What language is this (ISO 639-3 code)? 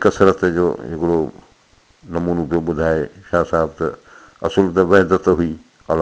snd